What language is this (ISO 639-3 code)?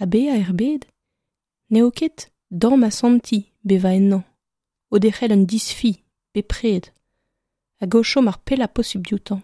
bre